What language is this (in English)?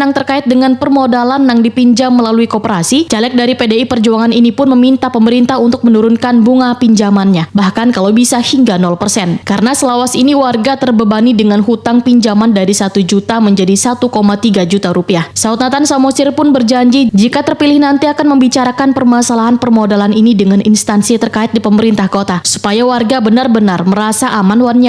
Banjar